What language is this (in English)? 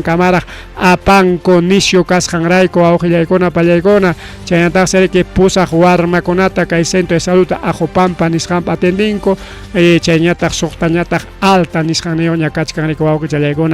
Ayacucho Quechua